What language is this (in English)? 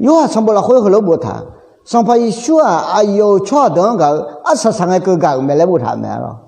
Akha